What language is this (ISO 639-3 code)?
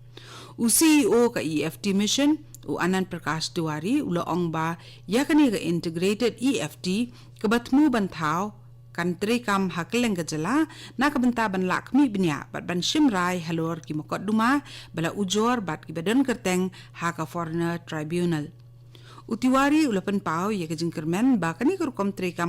kha